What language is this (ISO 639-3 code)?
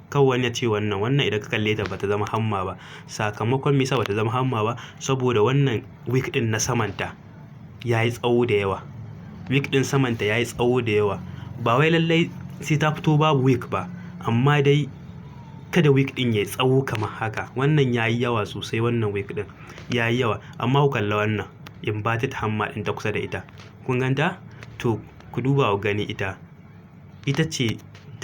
hau